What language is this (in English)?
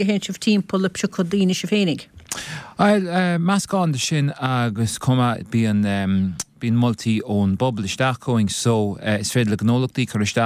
Irish